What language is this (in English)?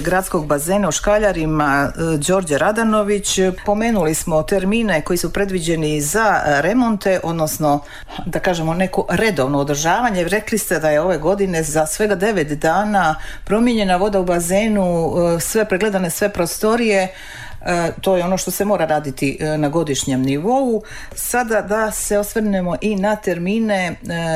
Serbian